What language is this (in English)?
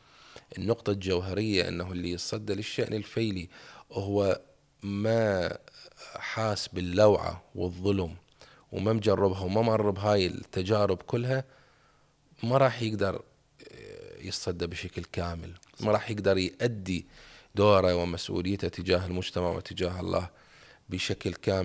Mesopotamian Arabic